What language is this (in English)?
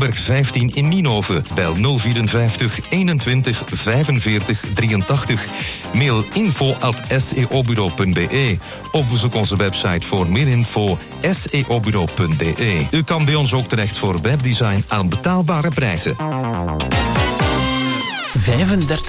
Dutch